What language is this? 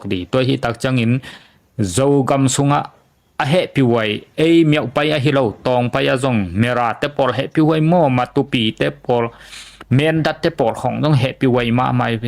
Tedim Chin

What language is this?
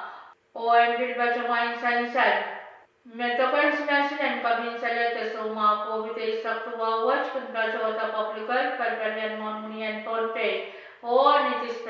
Pohnpeian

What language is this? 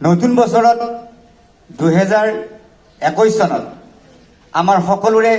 Assamese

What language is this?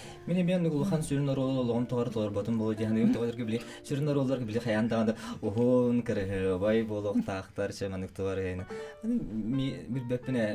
Yakut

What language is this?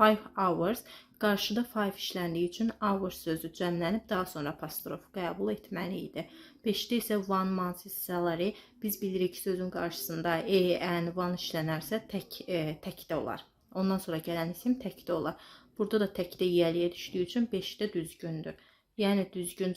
Azerbaijani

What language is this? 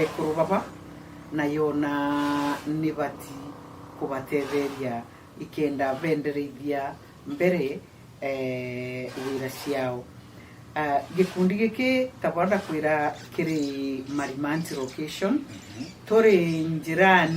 Meru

